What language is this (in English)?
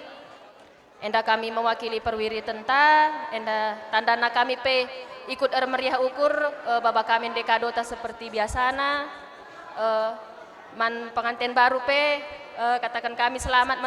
Batak Karo